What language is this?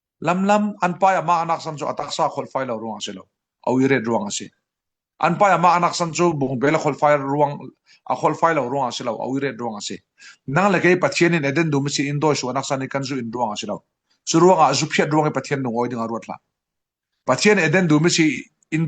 Falam Chin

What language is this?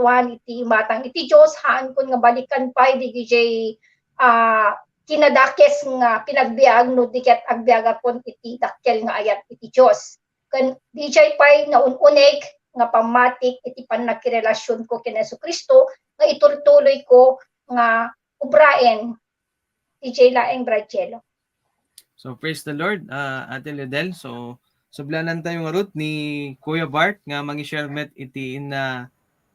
Iloko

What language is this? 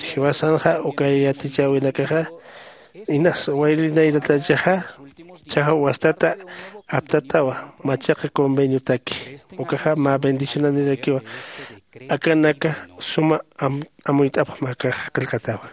Aymara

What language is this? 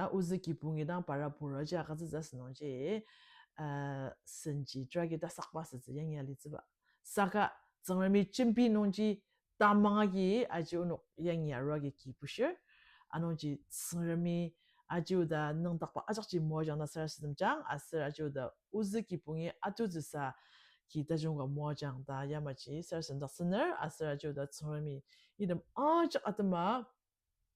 Ao Naga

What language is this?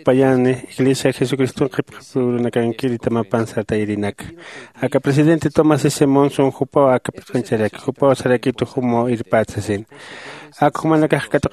Aymara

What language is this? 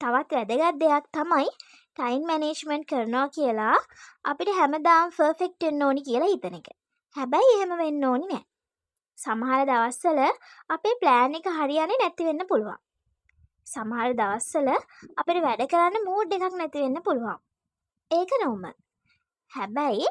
Sinhala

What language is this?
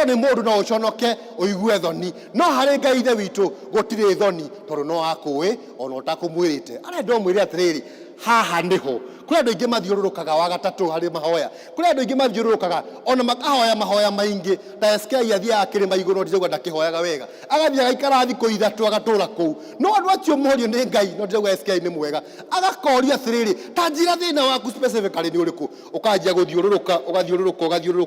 Kikuyu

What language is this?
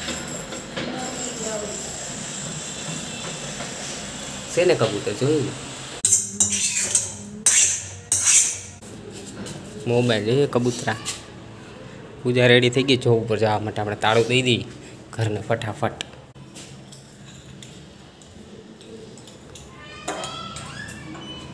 Gujarati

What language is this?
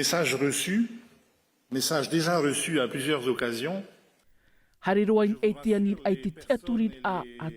Tahitian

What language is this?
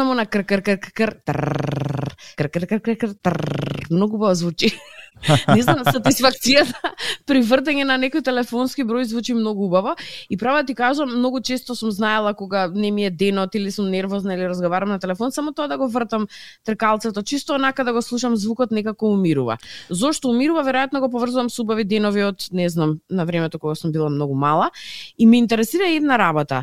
Macedonian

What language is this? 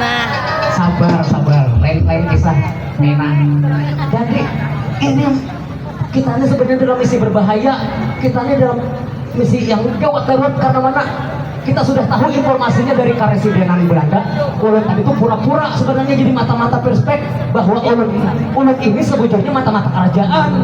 Banjar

